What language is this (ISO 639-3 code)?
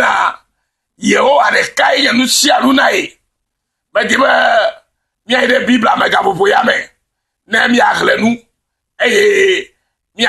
ewe